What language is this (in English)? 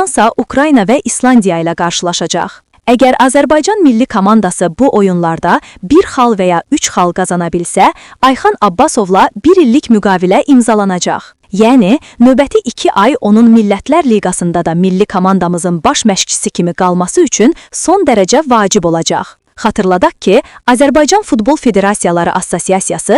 Azerbaijani